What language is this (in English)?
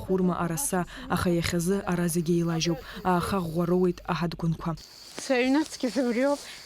Abkhazian